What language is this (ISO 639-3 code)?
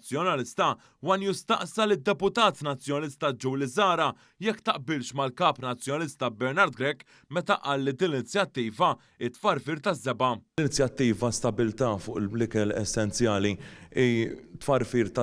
mlt